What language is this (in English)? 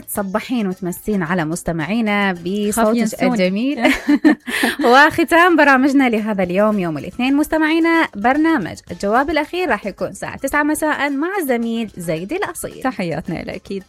Mesopotamian Arabic